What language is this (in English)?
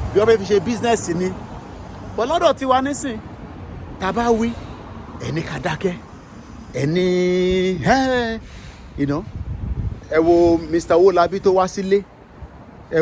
Yoruba